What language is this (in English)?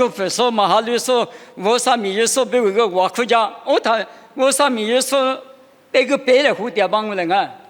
Lisu